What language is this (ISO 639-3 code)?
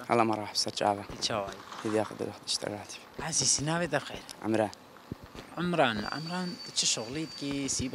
kur